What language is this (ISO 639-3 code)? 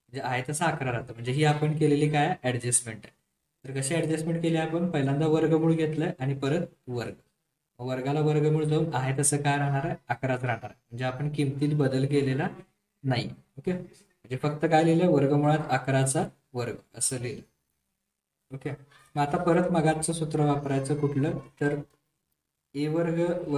mar